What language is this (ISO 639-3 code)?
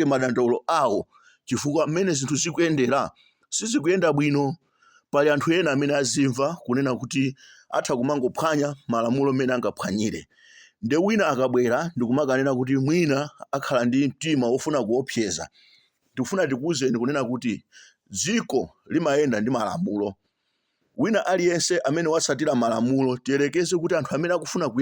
nya